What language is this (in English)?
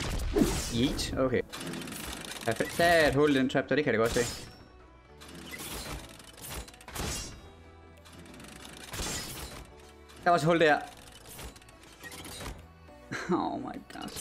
Danish